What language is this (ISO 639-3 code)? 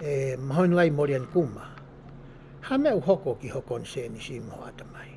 ton